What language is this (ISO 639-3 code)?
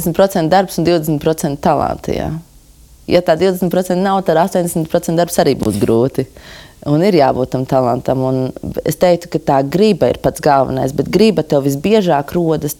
lav